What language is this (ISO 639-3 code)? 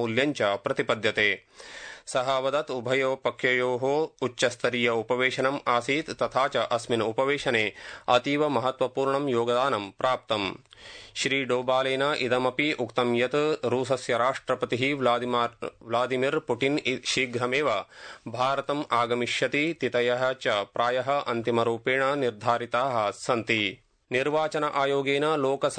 san